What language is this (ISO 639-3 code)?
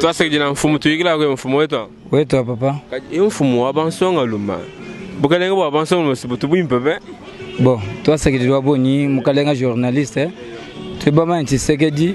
lua